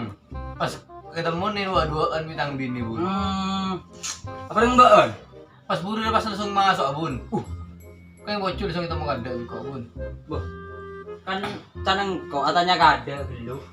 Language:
Madurese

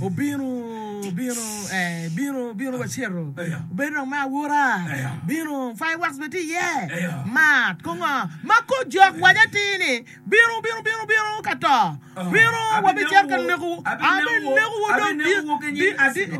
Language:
Acoli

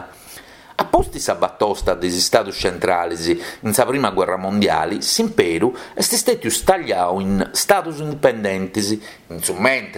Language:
Sardinian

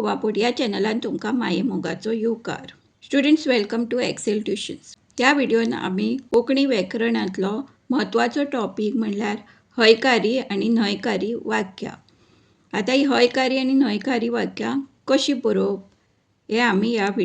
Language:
Konkani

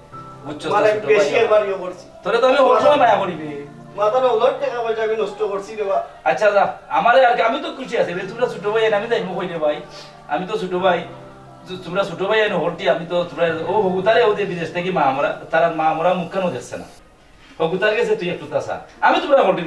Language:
Sylheti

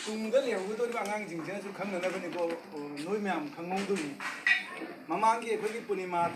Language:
Manipuri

